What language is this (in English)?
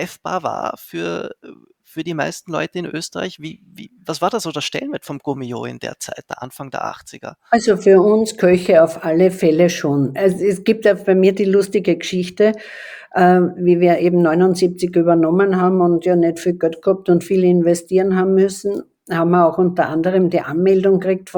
German